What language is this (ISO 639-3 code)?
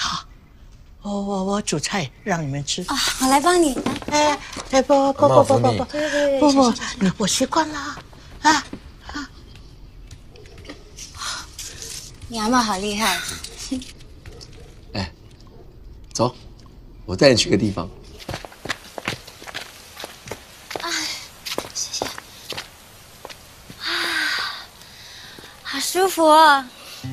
zho